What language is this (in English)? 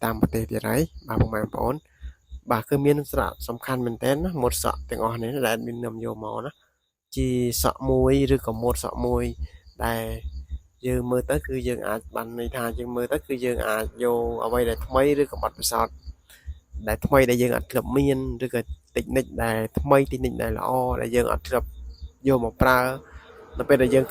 Khmer